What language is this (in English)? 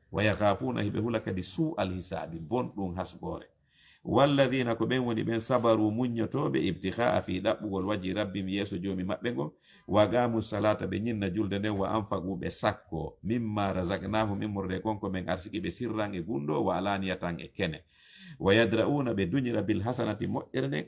Fula